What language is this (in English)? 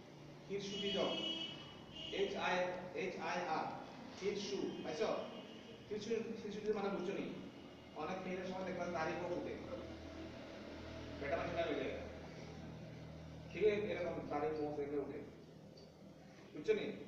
Bangla